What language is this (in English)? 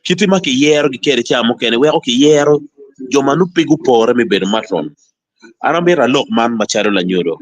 Acoli